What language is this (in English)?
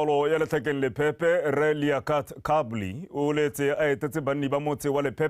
Tswana